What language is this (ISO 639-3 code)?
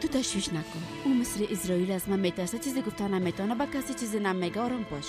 fas